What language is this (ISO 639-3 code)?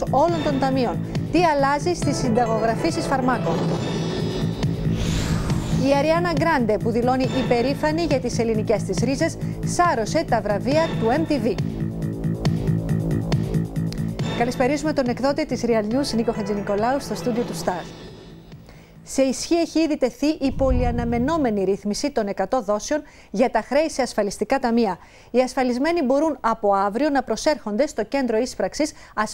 ell